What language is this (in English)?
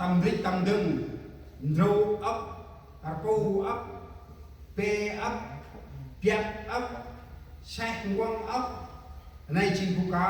Central Mnong